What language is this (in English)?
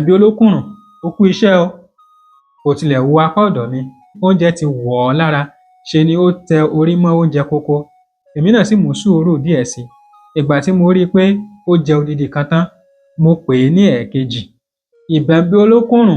Yoruba